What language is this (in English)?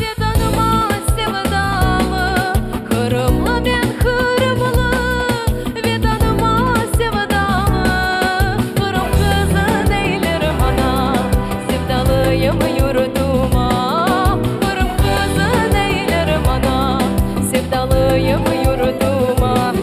Crimean Tatar